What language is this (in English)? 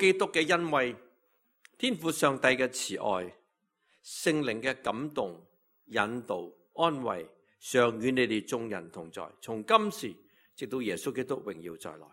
Cantonese